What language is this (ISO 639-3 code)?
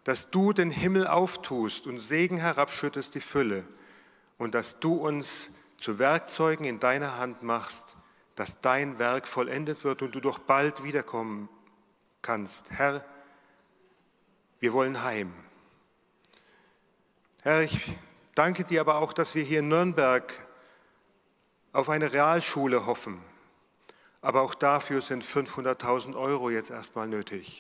deu